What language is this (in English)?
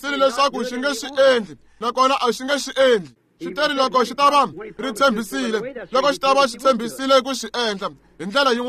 Tsonga